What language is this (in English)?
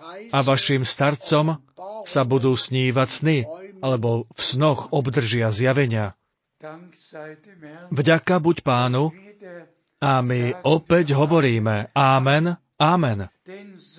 Slovak